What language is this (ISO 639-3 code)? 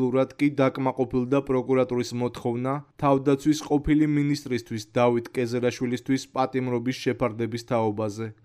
kat